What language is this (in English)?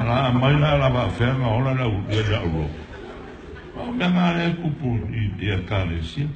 Samoan